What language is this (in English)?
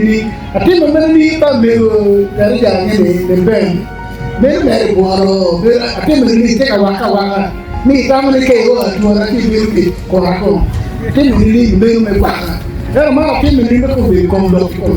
Acoli